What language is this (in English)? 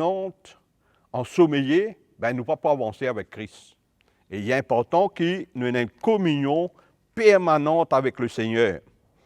Morisyen